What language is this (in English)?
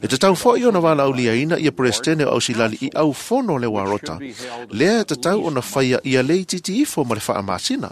Samoan